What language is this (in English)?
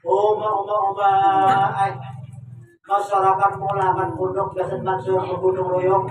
Banjar